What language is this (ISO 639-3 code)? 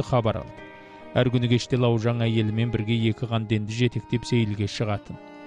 kaz